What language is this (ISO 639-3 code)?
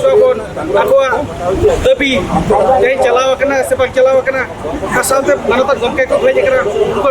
sat